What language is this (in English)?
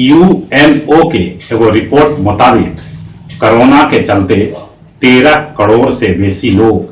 Magahi